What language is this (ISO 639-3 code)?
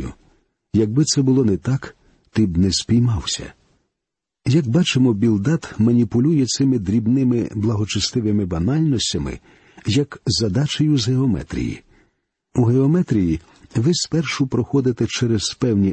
ukr